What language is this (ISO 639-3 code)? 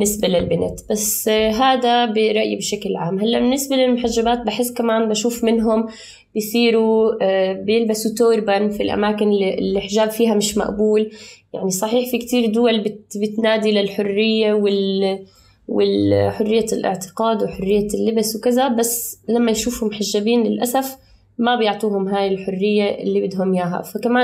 apc